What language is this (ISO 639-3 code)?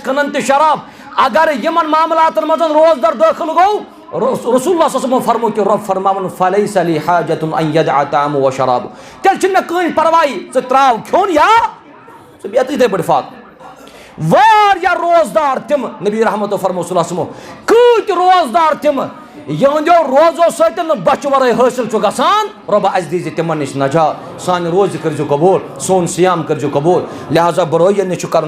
kas